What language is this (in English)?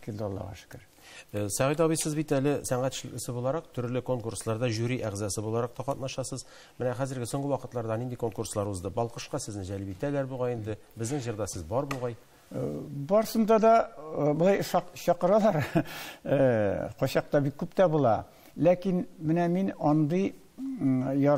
Tatar